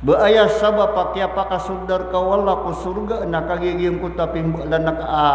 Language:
Maranao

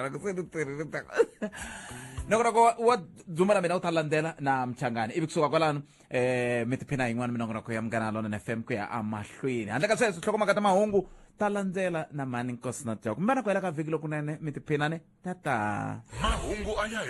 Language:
Tsonga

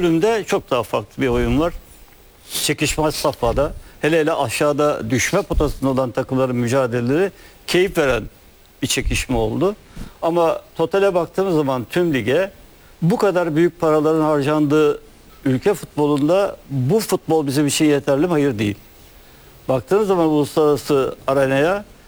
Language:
Turkish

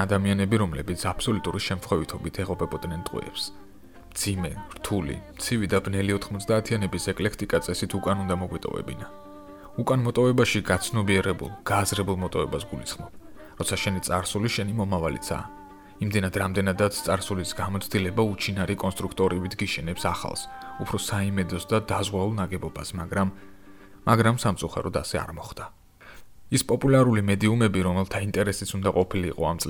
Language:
Georgian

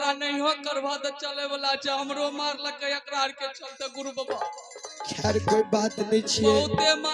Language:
Maithili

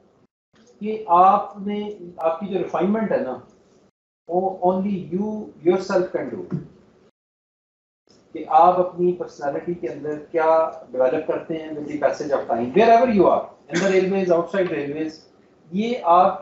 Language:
Hindi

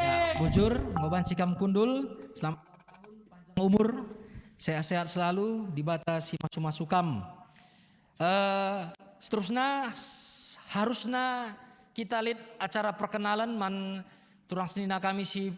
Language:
Batak Karo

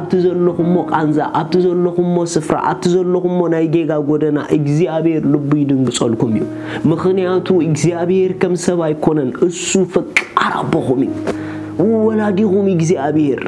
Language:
Tigrinya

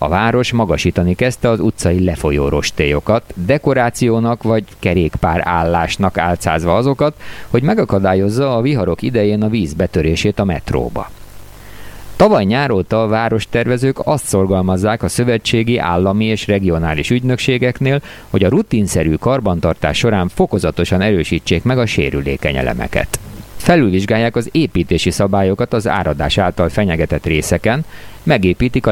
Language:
Hungarian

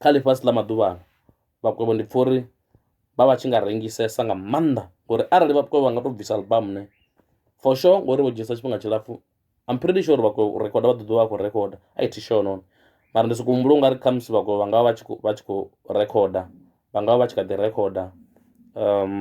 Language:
Venda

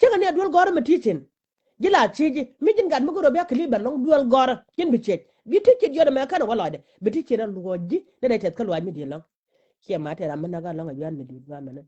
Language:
Nuer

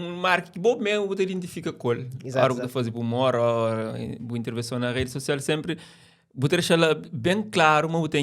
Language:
Kabuverdianu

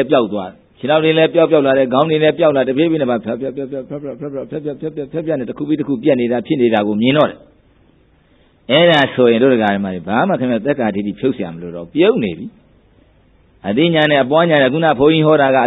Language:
Burmese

